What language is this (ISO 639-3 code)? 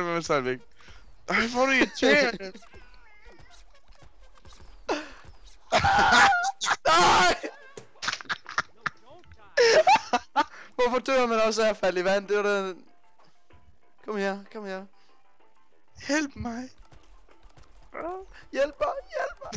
dan